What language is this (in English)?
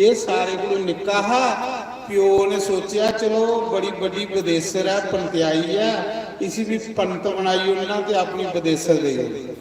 Dogri